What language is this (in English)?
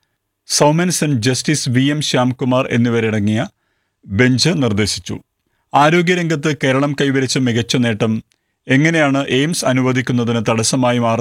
Malayalam